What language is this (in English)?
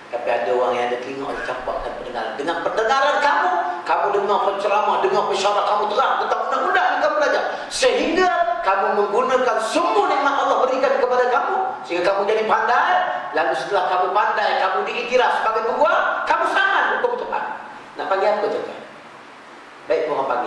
Malay